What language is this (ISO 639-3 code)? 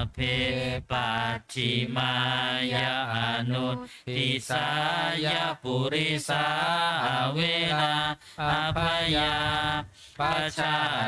pli